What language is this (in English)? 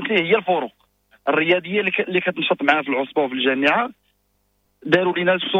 Moroccan Arabic